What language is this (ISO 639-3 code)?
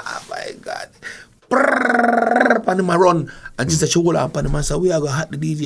jam